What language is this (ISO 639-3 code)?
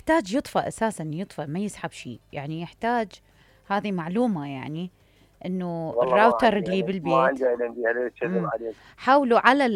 acm